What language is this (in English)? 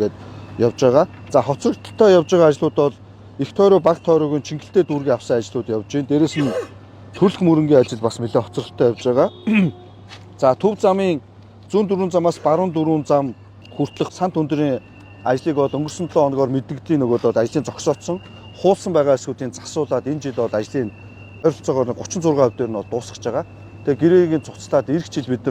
Mongolian